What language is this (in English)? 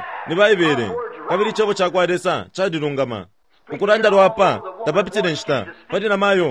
Bemba